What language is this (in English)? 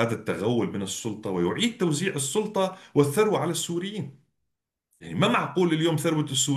North Levantine Arabic